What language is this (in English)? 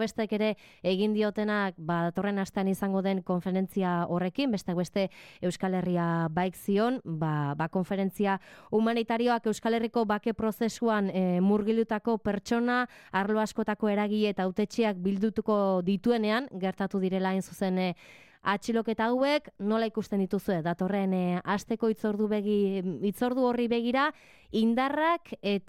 Basque